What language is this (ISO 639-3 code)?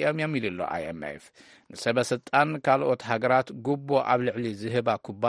tir